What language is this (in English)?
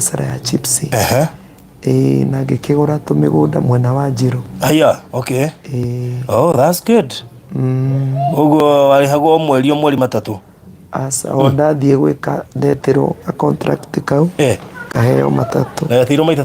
Kikuyu